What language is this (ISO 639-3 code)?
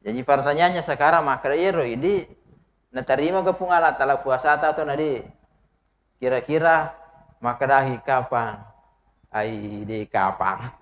bug